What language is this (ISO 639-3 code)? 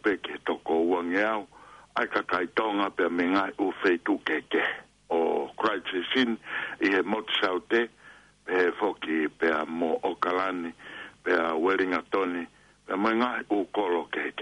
ton